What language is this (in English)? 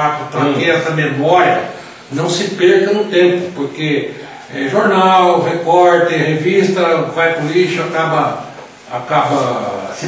Portuguese